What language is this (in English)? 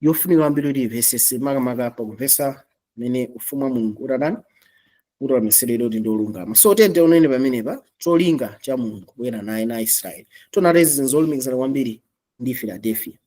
Nyanja